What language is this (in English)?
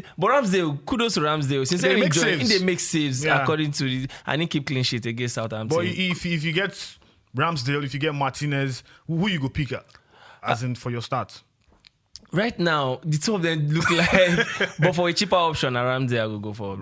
Nigerian Pidgin